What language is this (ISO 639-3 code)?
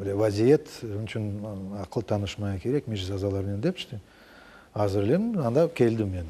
crh